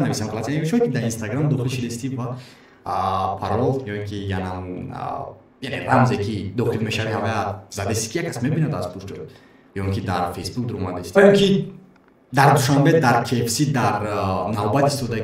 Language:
Tajik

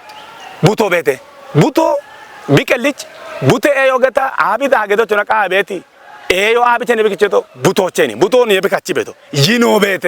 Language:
Kafa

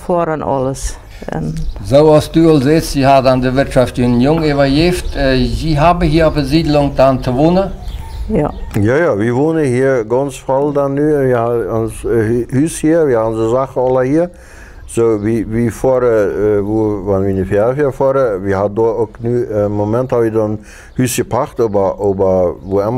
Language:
Plautdietsch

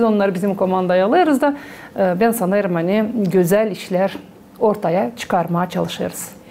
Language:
Gagauz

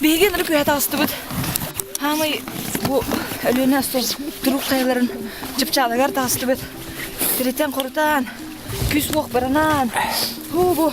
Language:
Yakut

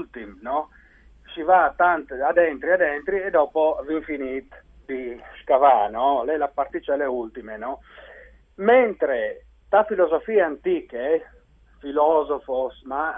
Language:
Friulian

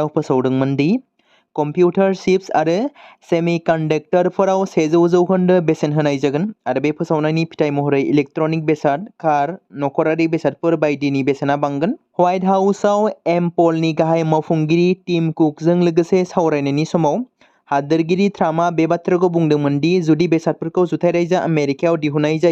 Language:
Bodo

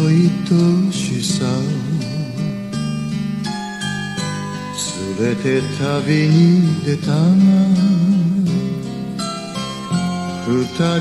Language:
Japanese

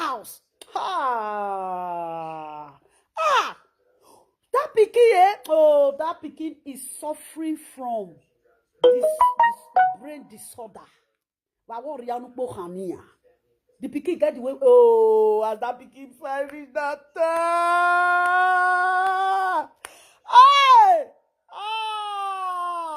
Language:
Nigerian Pidgin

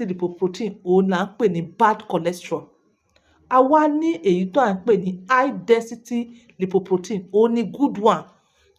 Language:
Yoruba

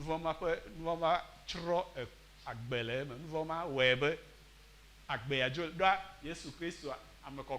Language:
Ewe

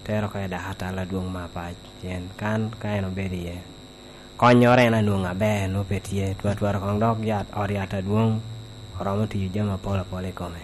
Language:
Lango (Uganda)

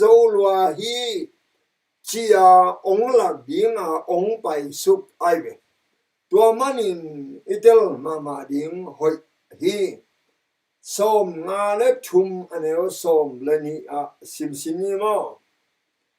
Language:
Tedim Chin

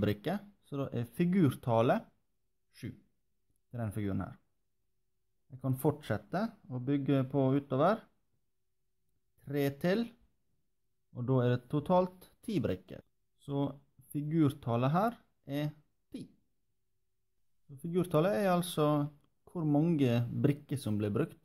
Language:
Norwegian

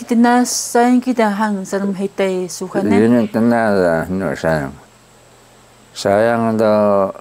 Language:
Taroko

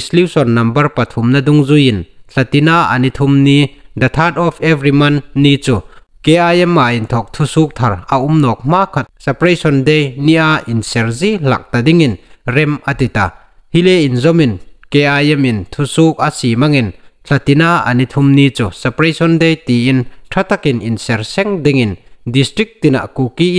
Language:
Hmar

